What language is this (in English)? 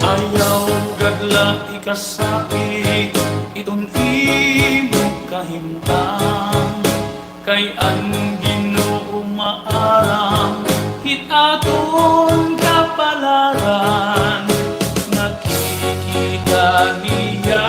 Waray